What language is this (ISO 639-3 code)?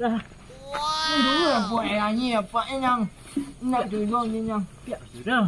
min